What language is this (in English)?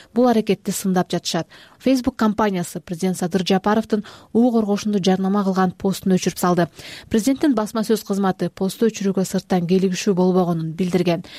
Kyrgyz